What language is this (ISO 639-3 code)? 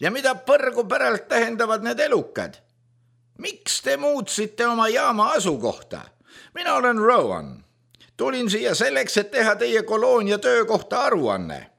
est